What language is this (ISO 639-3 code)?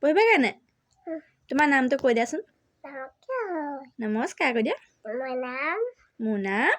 asm